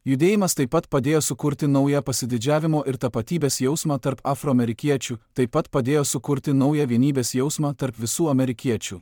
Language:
Lithuanian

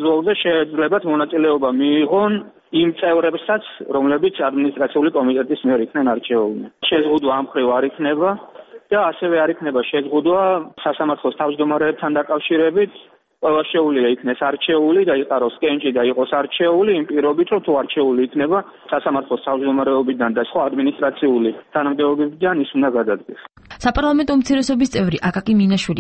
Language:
Georgian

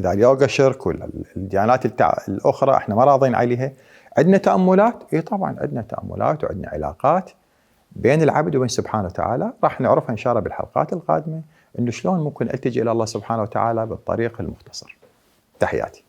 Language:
Mesopotamian Arabic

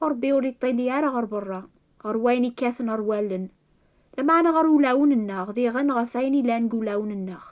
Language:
Kabyle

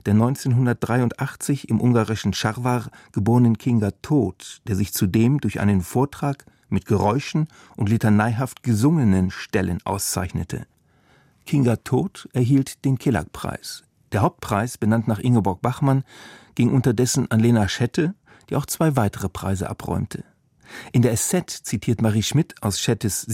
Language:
German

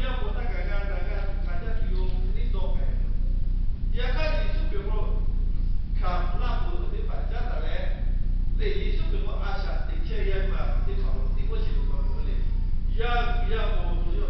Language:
Lahu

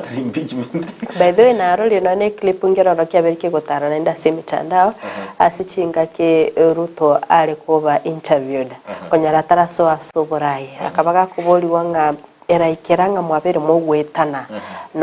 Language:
Gusii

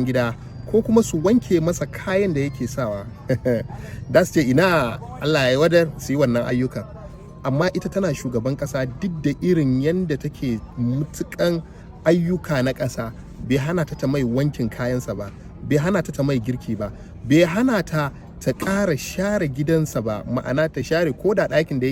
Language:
Hausa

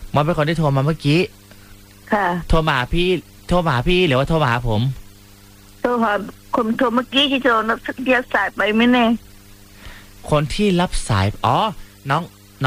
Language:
Thai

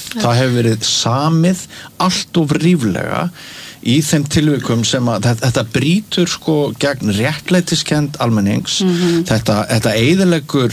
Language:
Icelandic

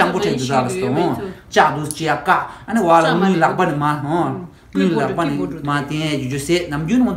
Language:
Tibetan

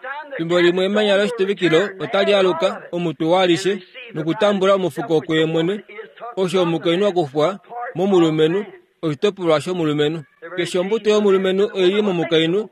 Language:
Kuanyama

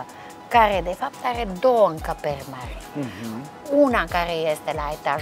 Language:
Romanian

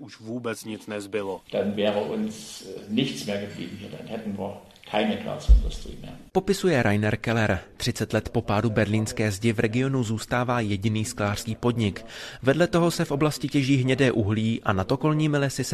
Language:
Czech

